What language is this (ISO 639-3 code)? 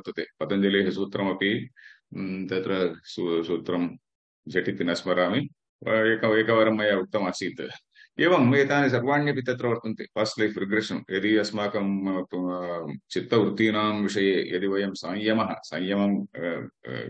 san